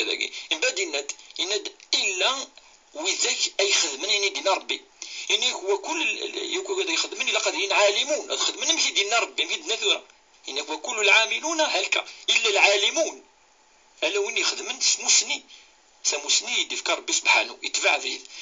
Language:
Kabyle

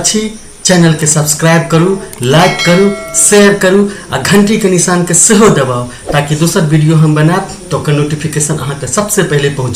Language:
Maithili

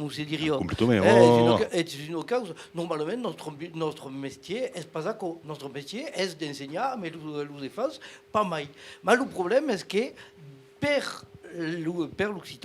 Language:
Occitan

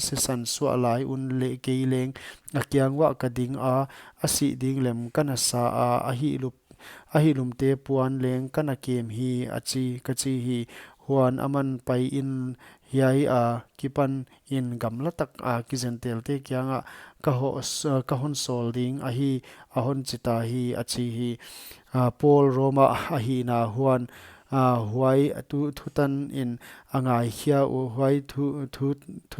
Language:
Paite Chin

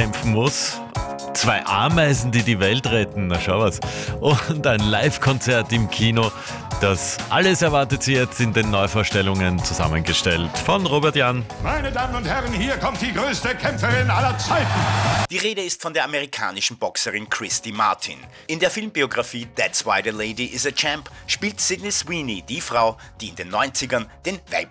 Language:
German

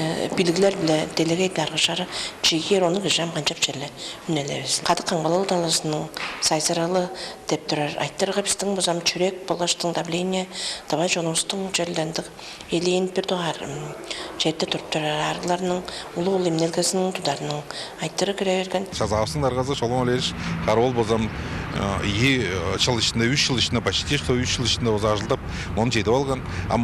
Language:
Tuvinian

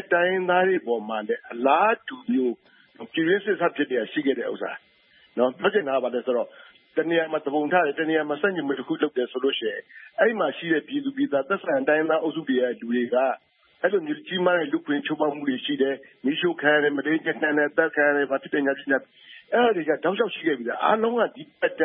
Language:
Burmese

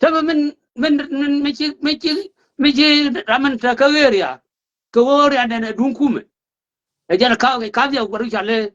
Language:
Nuer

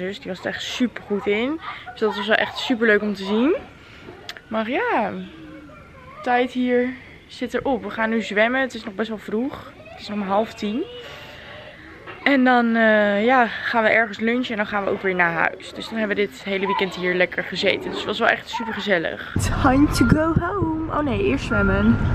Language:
Dutch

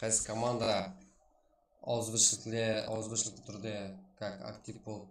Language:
Kara-Kalpak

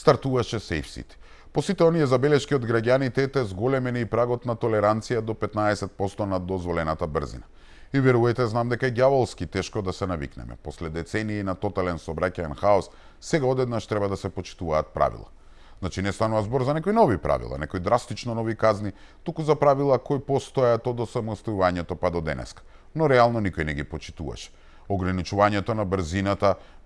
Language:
Macedonian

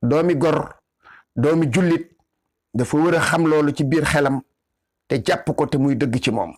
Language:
Wolof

